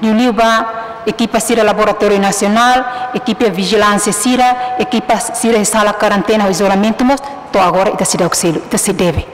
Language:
Tetum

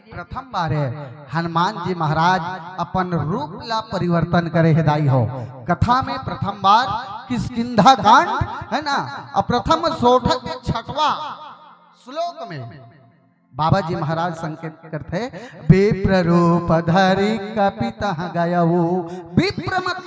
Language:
Chhattisgarhi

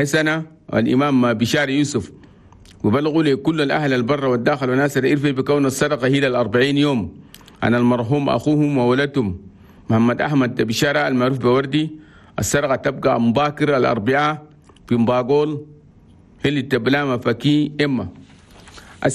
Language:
Chadian Arabic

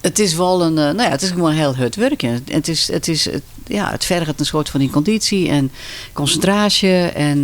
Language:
Western Frisian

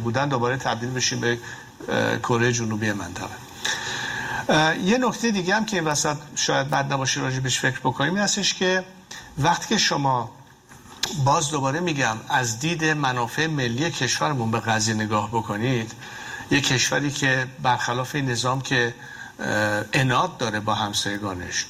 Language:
Persian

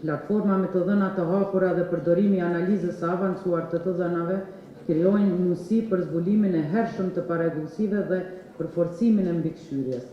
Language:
Albanian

